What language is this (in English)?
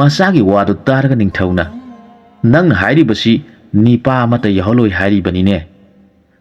Manipuri